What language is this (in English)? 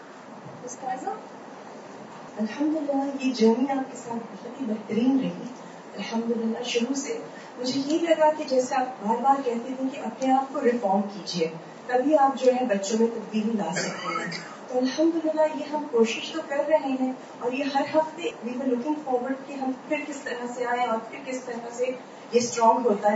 Urdu